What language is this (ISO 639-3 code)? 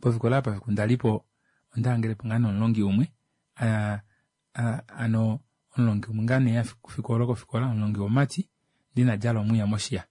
kua